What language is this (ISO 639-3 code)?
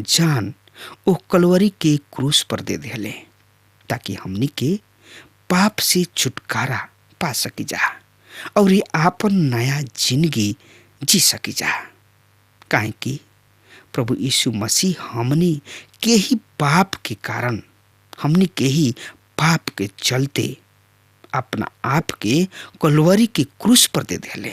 bho